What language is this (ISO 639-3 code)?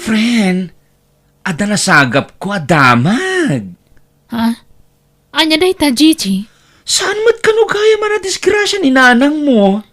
ilo